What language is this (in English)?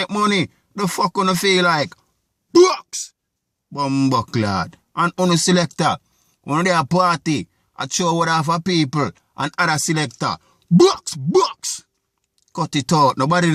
Jamaican Creole English